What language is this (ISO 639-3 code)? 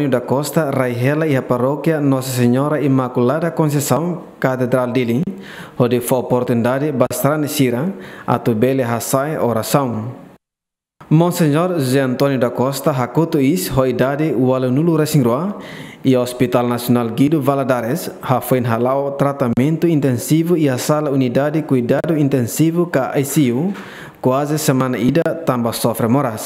tet